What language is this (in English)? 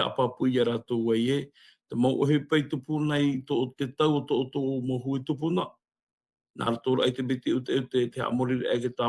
Tahitian